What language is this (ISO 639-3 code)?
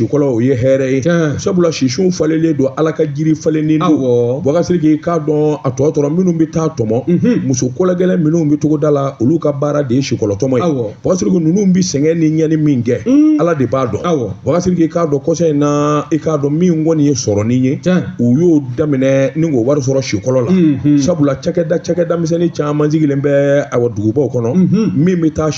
bam